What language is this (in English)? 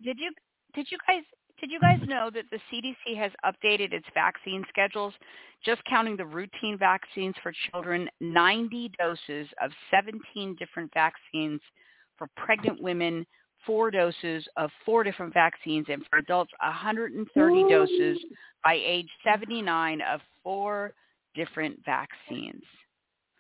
English